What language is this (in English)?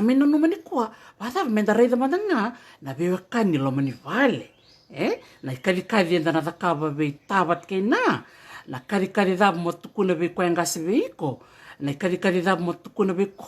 Fijian